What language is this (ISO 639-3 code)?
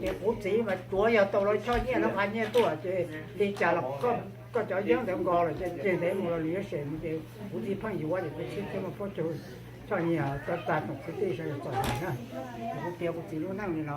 hmn